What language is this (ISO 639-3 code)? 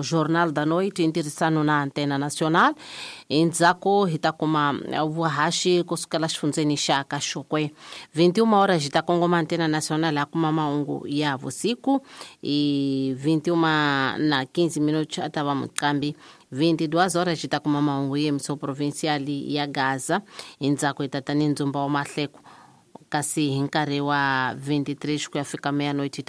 tso